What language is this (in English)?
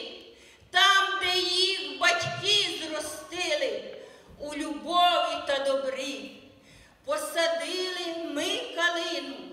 Ukrainian